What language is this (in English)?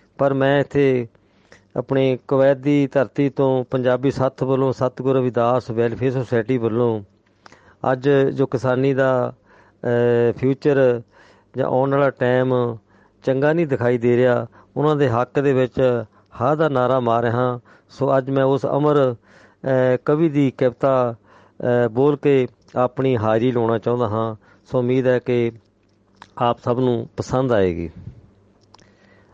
Punjabi